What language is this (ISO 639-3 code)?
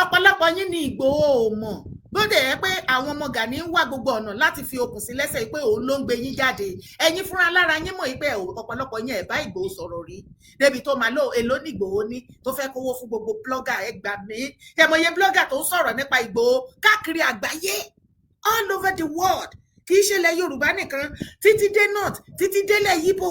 yor